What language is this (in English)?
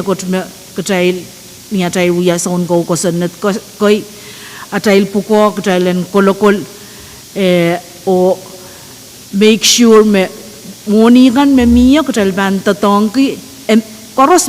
Pohnpeian